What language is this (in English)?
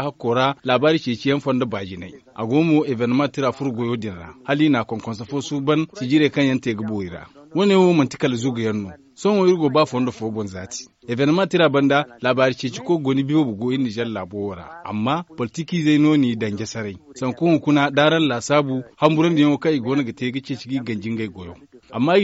Zarma